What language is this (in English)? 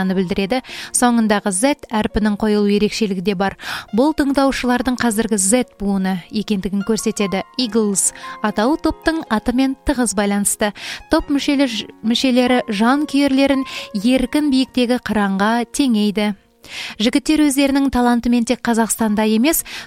Kazakh